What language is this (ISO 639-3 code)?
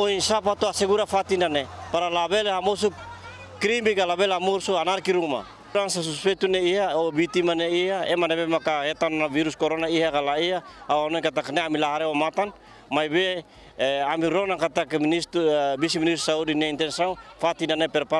tet